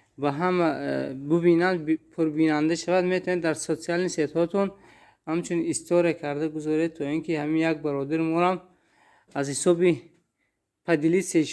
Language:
Tajik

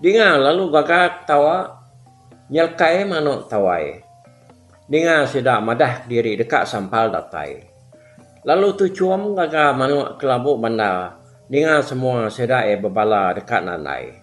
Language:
Iban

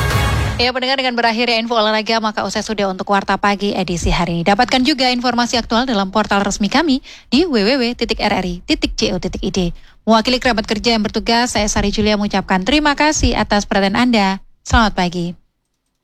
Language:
Indonesian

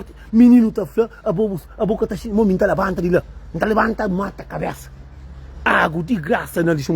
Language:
Kabuverdianu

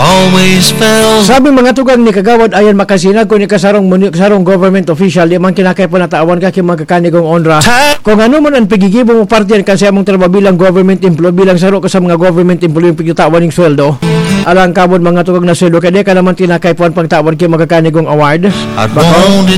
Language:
Bikol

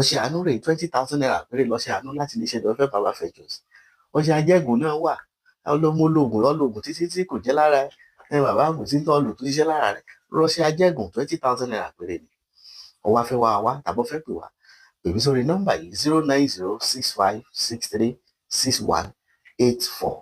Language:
Yoruba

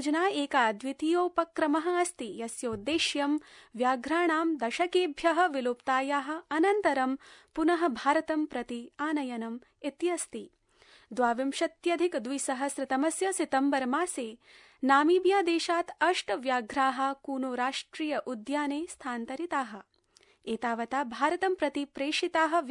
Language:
Sanskrit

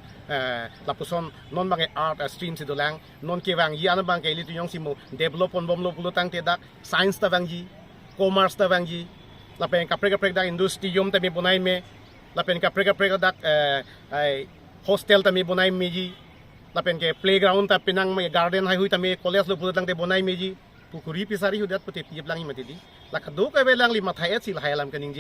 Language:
Karbi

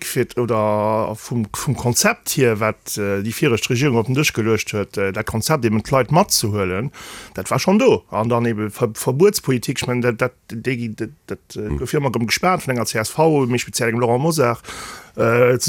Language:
Luxembourgish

